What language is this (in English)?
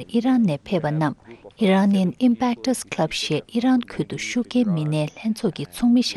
Tibetan